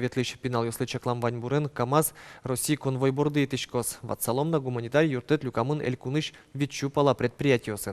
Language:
Udmurt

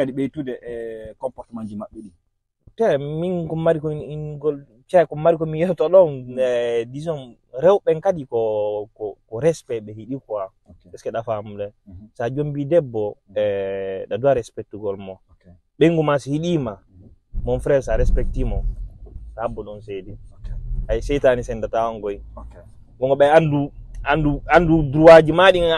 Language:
Fula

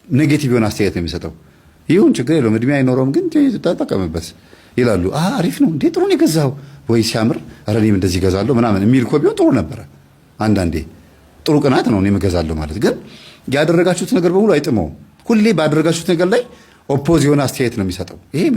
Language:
Amharic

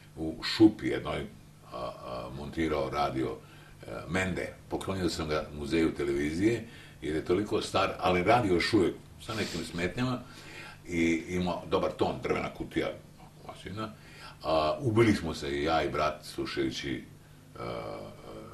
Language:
Serbian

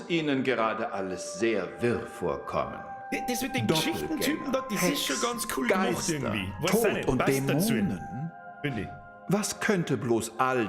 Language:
Bavarian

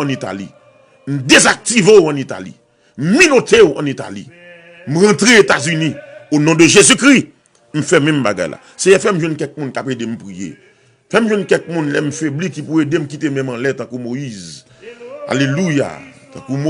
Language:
Haitian Creole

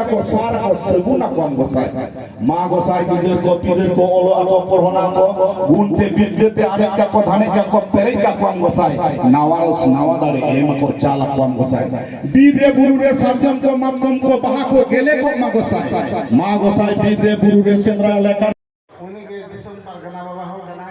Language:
Santali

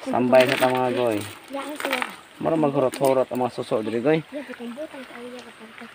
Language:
Cebuano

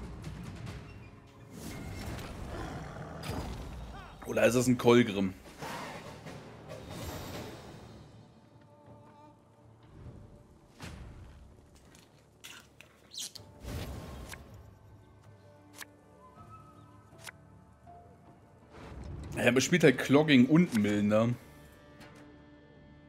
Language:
German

